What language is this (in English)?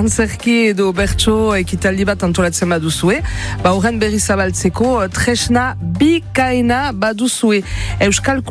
Basque